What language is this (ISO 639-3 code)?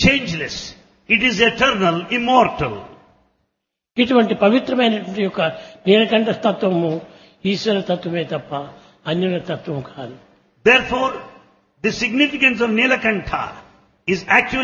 tel